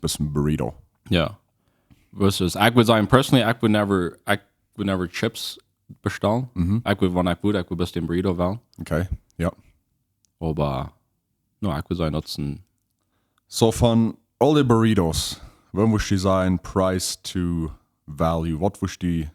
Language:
Plautdietsch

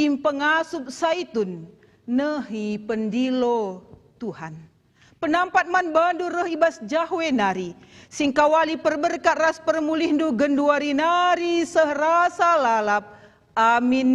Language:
Batak Karo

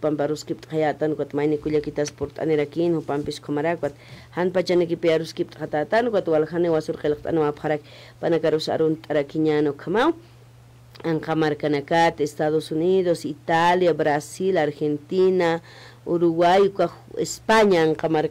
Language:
Aymara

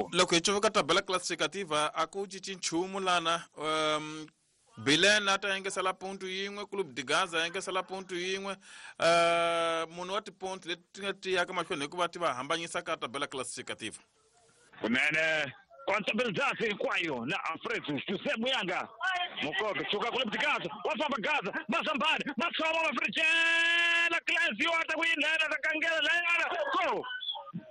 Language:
Tsonga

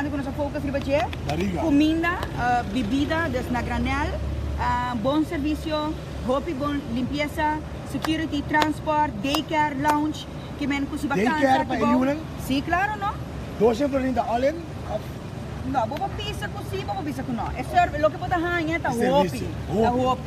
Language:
Papiamento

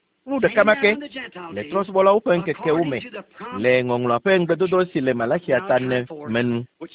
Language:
Ewe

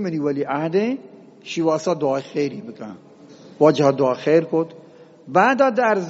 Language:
Eastern Balochi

